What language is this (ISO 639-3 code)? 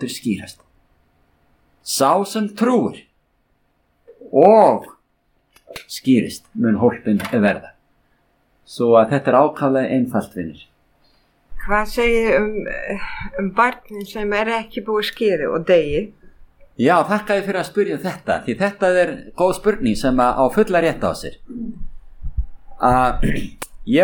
isl